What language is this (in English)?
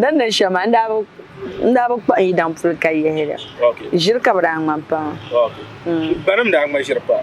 Dagbani